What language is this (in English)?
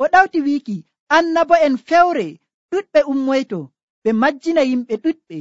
Nigerian Fulfulde